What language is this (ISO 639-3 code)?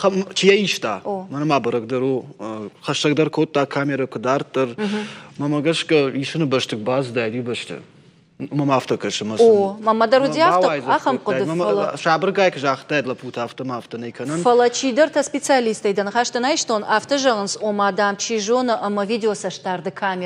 oss